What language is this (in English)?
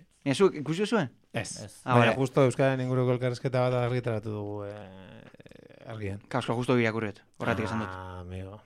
Basque